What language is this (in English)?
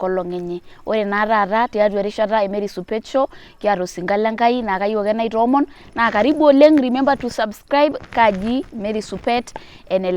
Masai